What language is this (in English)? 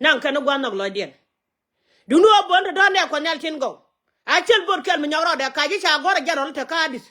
Nuer